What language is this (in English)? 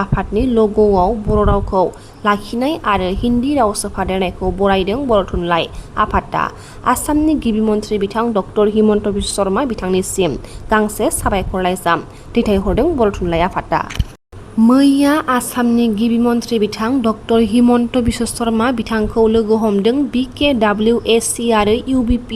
Bodo